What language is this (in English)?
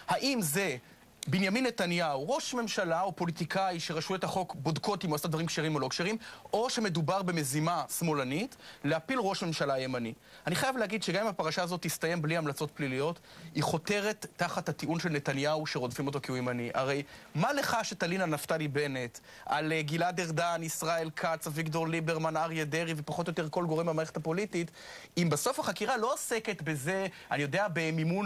Hebrew